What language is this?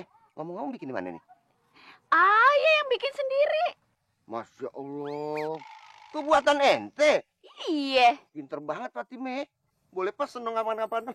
Betawi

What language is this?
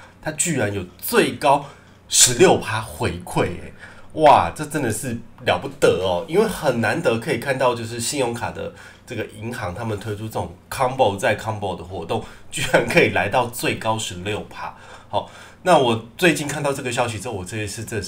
Chinese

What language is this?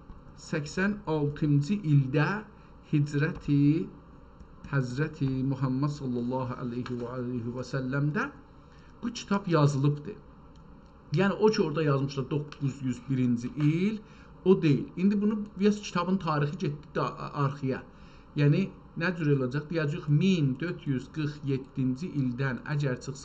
South Azerbaijani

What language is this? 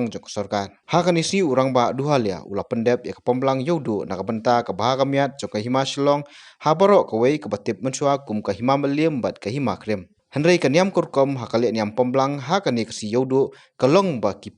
Khasi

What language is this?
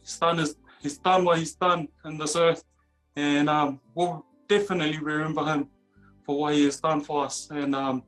Tongan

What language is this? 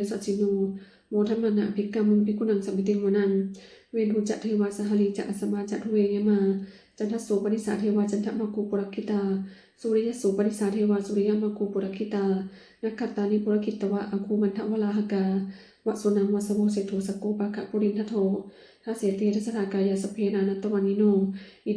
Pali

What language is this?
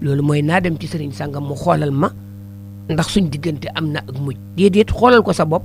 Wolof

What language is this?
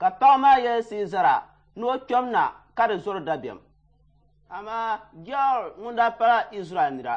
Dagbani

